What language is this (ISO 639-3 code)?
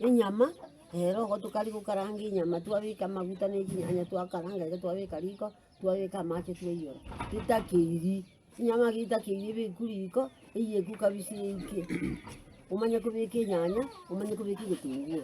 guz